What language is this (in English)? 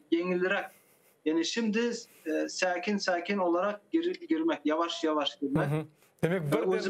Crimean Tatar